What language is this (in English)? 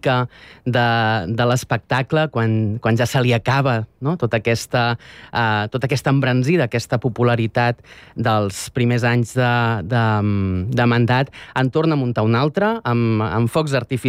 Catalan